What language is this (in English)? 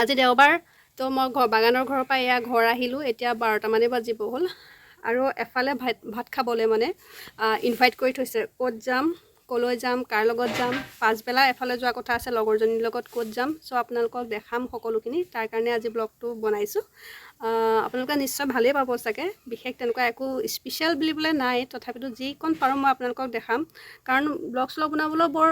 Assamese